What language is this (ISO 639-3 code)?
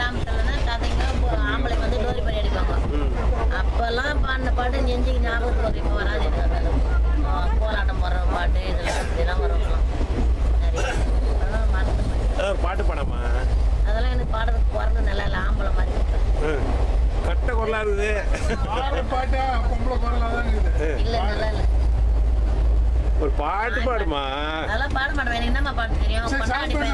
tam